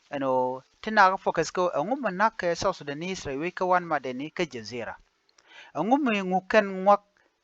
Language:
Nuer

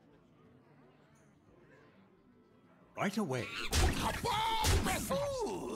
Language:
English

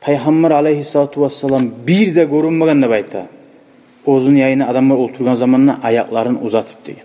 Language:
Kumyk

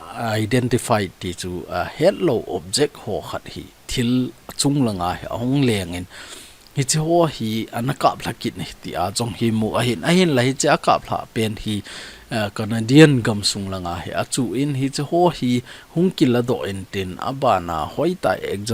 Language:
Thado Chin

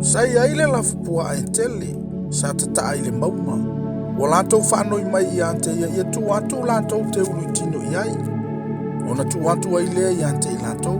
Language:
Samoan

